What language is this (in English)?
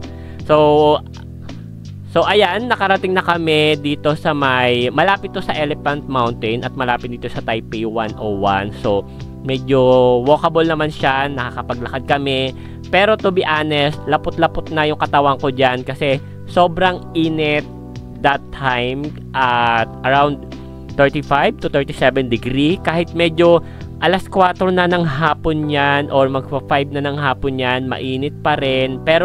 Filipino